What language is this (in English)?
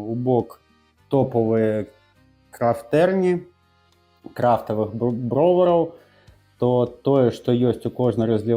Belarusian